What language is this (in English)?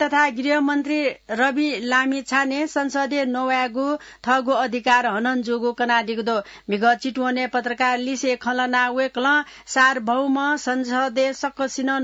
Newari